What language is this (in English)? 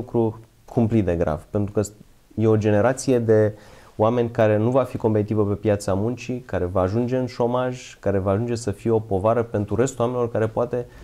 Romanian